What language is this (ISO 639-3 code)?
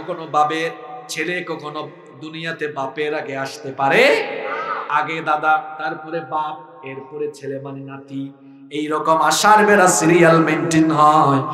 ben